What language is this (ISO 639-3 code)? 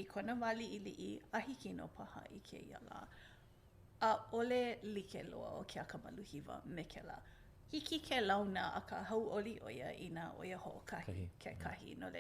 haw